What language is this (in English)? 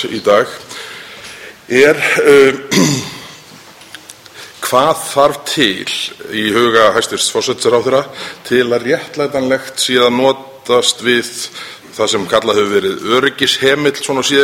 Icelandic